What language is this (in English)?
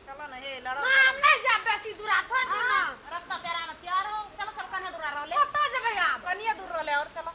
Maithili